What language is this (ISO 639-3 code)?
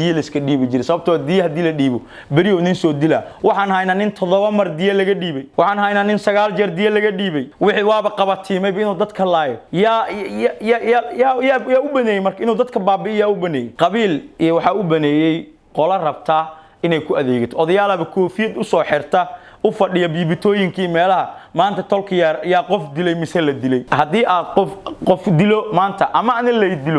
som